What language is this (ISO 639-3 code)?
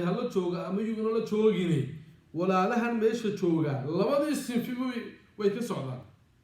som